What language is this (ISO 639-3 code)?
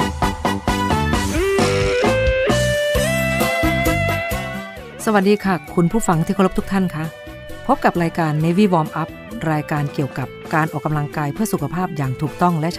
tha